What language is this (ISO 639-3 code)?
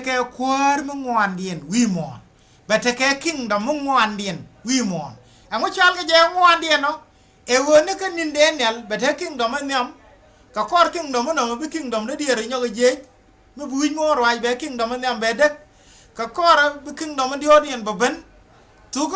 nus